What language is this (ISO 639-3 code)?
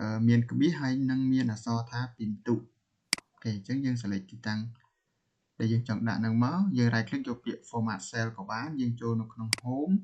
khm